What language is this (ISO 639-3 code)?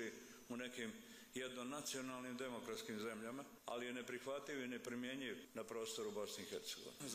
bos